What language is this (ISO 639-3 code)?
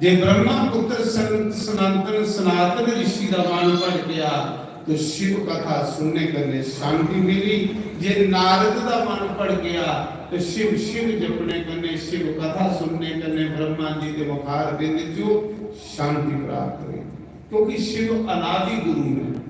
doi